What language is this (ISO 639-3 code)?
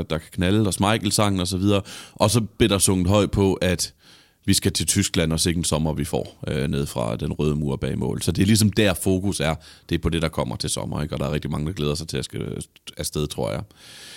dan